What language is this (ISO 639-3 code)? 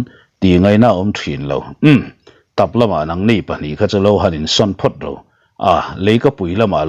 lus